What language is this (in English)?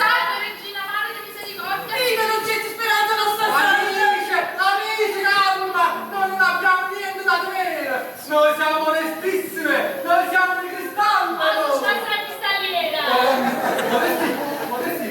Neapolitan